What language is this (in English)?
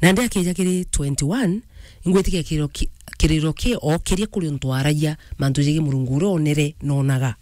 Meru